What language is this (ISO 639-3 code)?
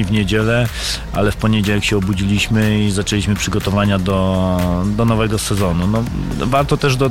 pol